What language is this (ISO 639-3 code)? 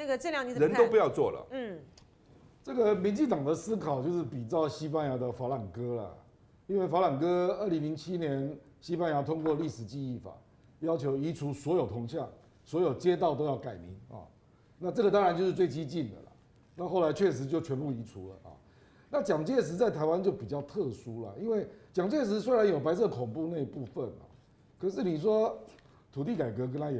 zho